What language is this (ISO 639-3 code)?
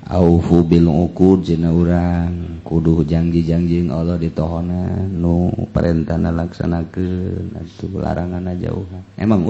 sun